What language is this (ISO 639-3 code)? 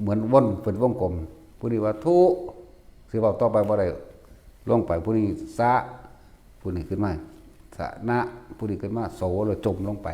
tts